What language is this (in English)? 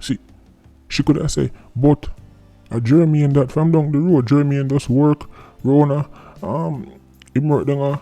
Jamaican Creole English